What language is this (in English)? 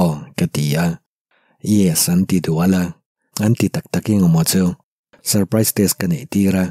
Mizo